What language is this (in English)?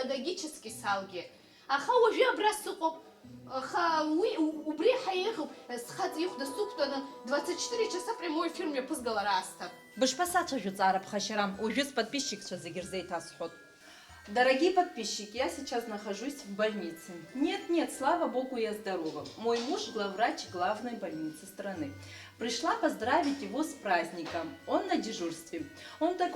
Abkhazian